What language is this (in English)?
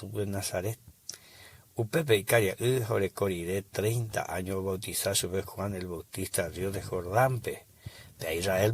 Guarani